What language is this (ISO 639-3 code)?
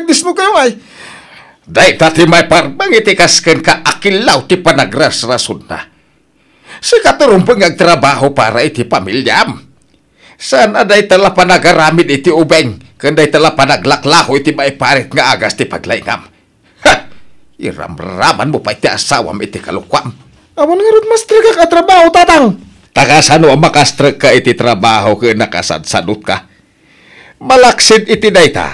ilo